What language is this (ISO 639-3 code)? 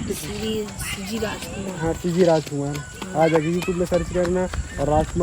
hne